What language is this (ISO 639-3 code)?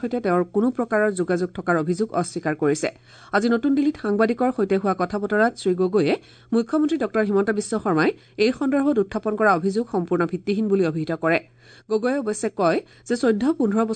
asm